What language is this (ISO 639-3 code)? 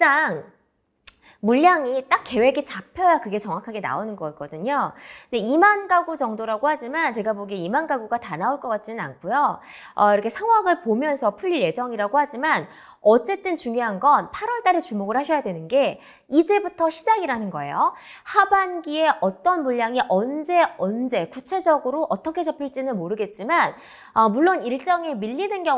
kor